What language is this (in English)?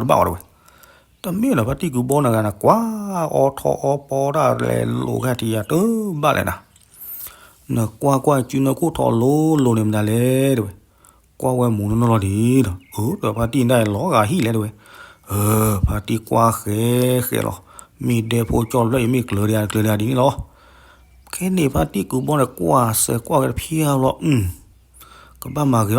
S'gaw Karen